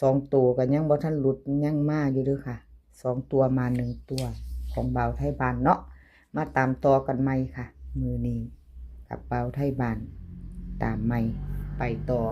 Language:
Northeastern Thai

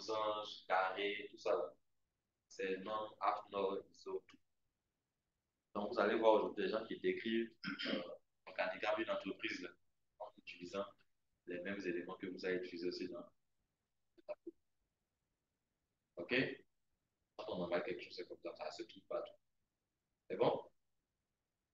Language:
French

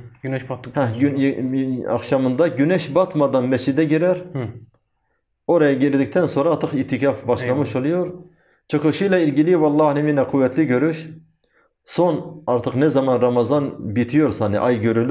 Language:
Turkish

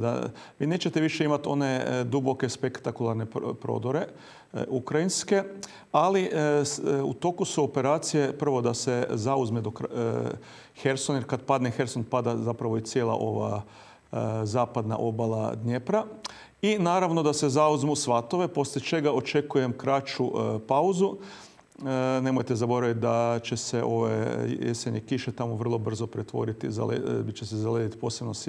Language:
Croatian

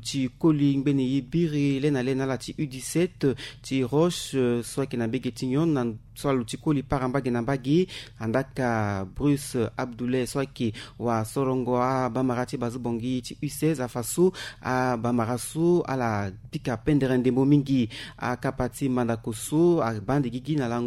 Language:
Sango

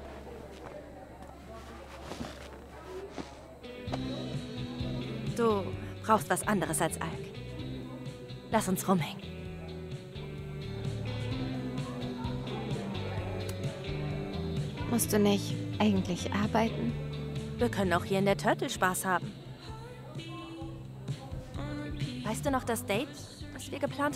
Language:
German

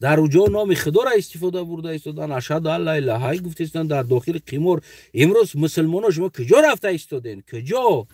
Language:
Tajik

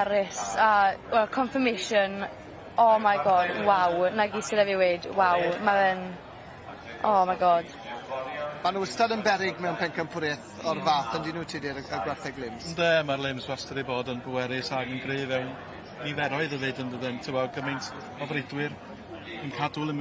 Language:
Welsh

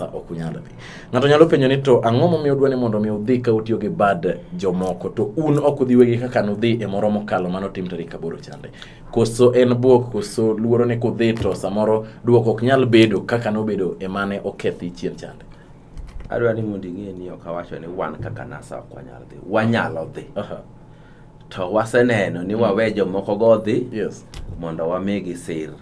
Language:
Luo (Kenya and Tanzania)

